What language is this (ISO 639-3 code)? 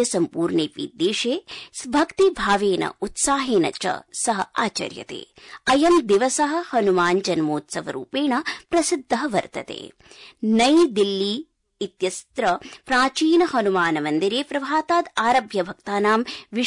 san